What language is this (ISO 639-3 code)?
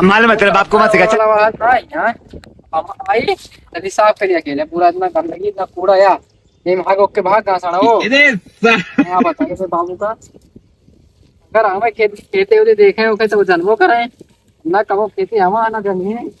awa